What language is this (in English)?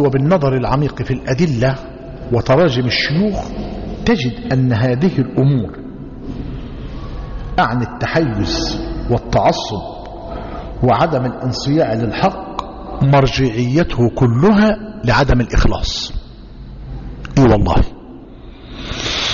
Arabic